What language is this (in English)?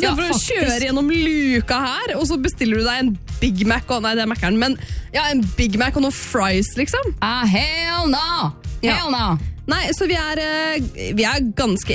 Norwegian